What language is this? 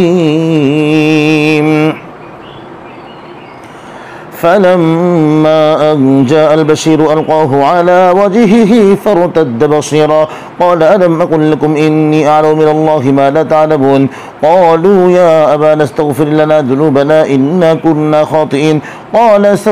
Arabic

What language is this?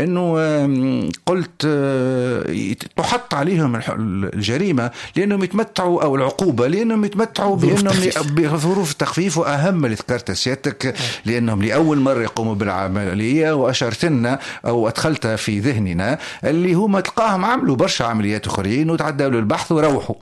Tunisian Arabic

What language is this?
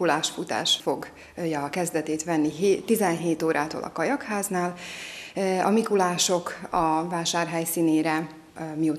Hungarian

